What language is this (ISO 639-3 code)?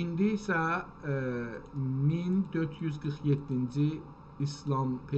azb